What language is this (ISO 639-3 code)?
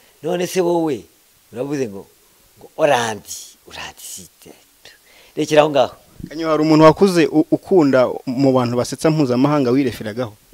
kin